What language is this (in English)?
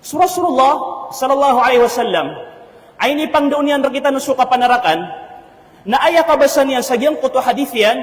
Maranao